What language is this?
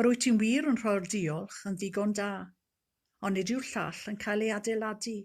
Welsh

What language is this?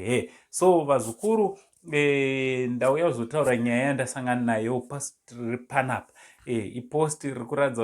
Shona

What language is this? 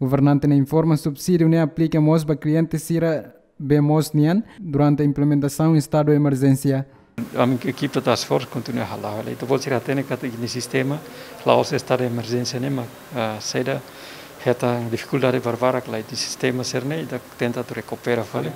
Tetum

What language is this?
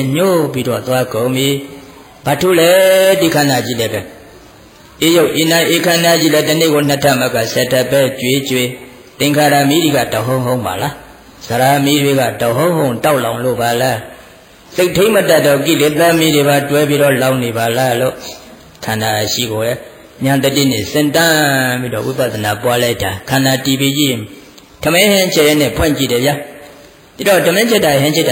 Burmese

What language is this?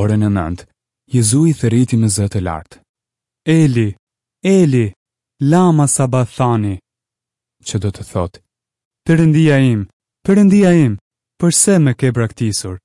Albanian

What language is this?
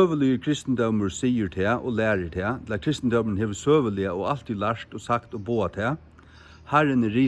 Faroese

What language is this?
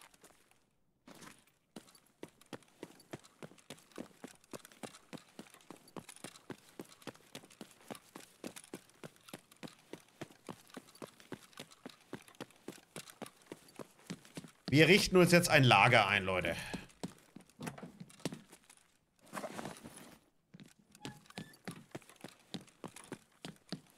German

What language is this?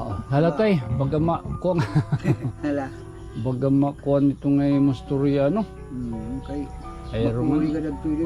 Waray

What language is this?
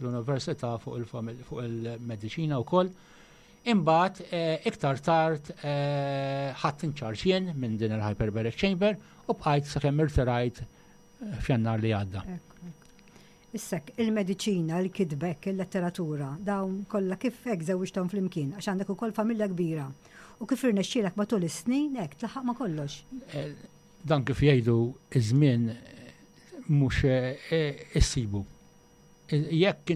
Maltese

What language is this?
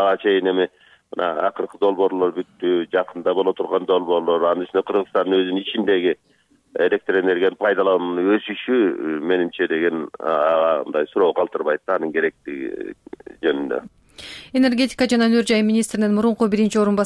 Kyrgyz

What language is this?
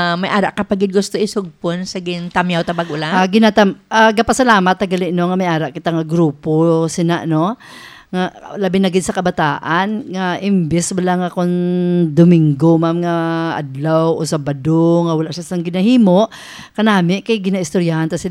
Hiligaynon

